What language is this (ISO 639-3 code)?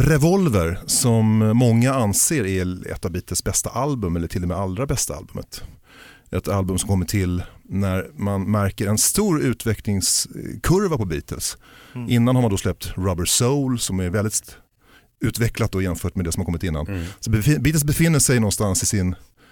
swe